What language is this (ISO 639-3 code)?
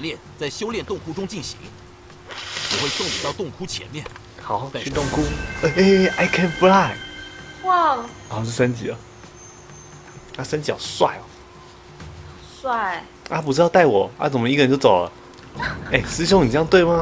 zho